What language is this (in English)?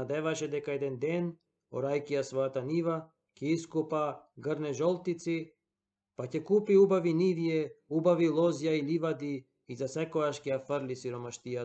Macedonian